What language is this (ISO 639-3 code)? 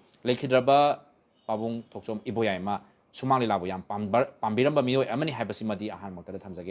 mni